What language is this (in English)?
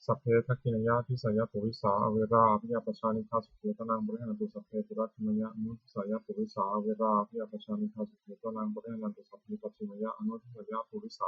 Pali